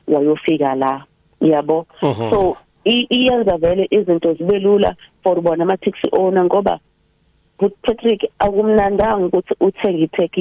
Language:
South Ndebele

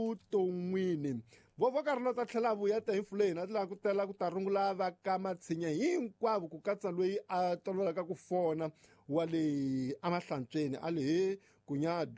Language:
Tsonga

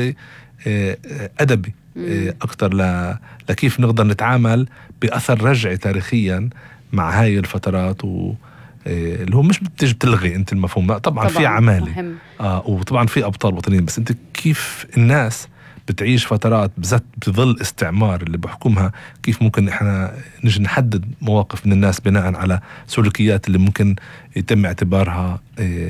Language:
North Levantine Arabic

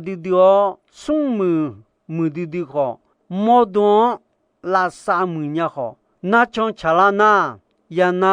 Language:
Akha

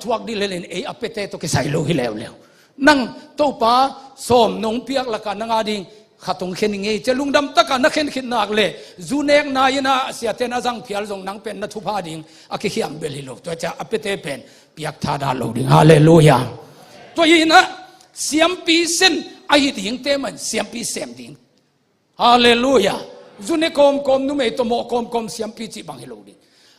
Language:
Tedim Chin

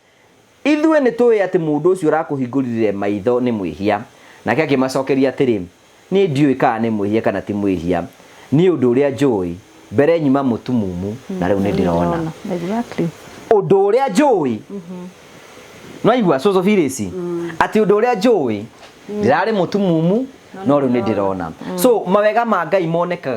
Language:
Kikuyu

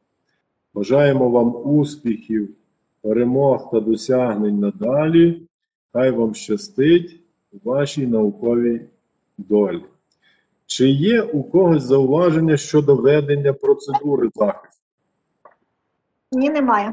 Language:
Ukrainian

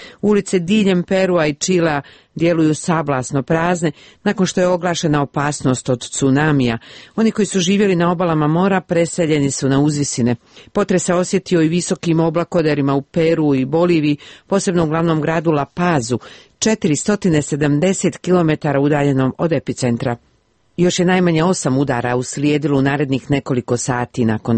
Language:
Serbian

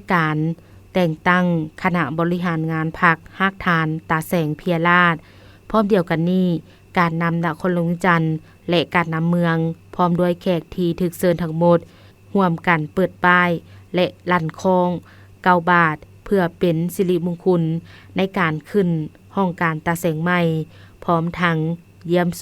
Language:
Lao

